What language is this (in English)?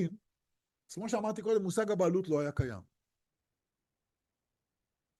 Hebrew